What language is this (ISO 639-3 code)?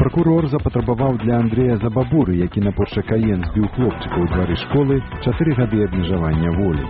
bel